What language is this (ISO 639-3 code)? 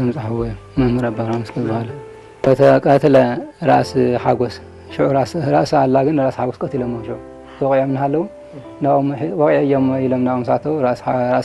tir